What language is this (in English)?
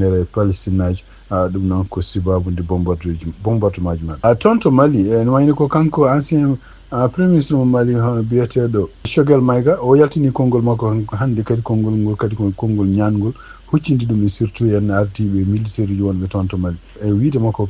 Fula